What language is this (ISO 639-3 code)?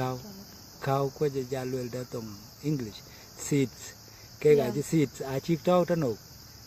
din